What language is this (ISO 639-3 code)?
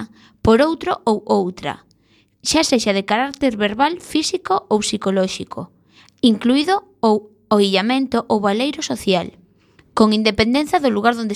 glg